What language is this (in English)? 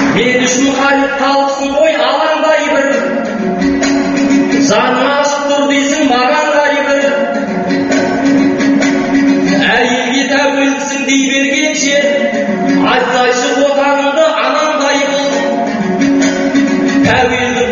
Kazakh